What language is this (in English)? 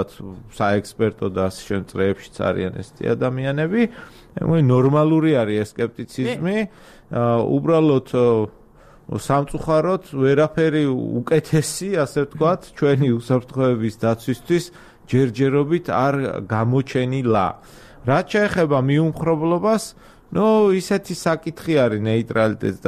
Georgian